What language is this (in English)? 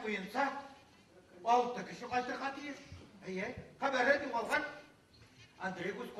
Bashkir